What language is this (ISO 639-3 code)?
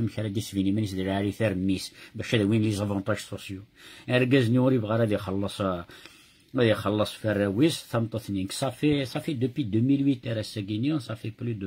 kab